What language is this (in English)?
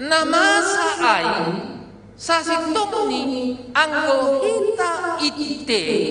Batak Simalungun